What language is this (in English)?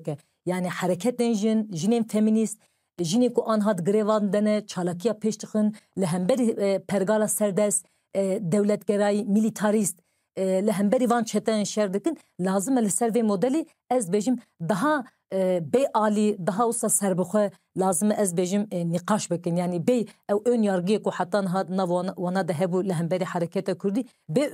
Kurdish